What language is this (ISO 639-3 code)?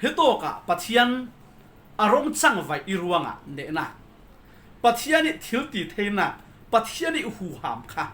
cfm